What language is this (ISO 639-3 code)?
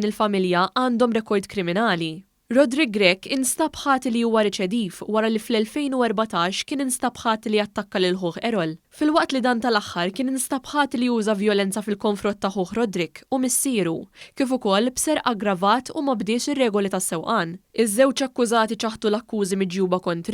mlt